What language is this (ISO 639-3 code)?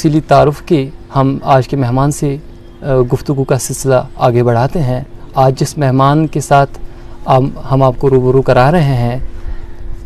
urd